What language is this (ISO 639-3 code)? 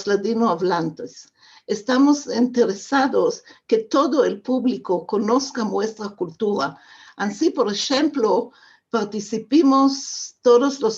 lad